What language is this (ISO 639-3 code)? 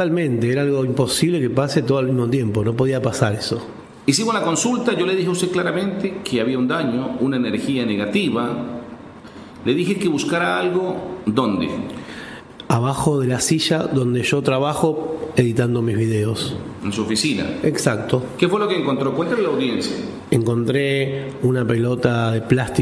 spa